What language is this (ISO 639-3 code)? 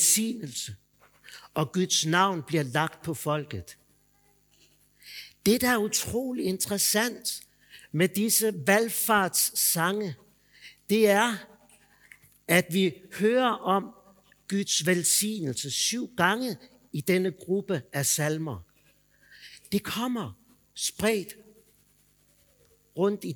dan